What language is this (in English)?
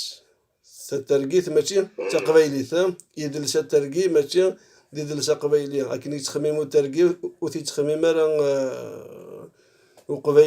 Kabyle